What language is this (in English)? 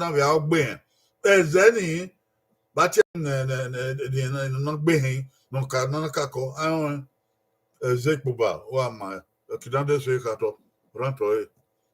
Bini